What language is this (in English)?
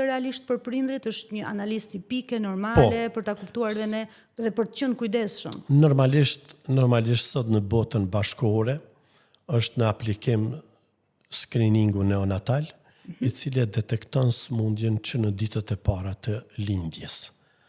Albanian